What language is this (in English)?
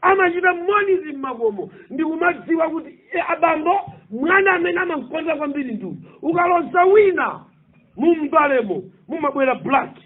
Nyanja